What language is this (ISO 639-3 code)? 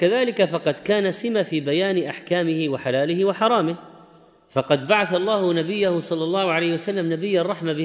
ara